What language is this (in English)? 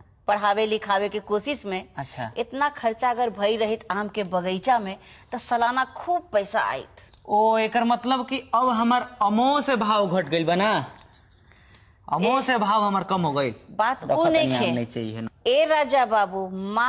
Bhojpuri